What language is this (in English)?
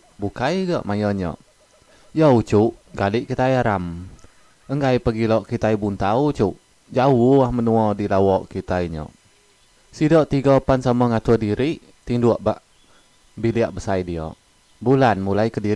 Iban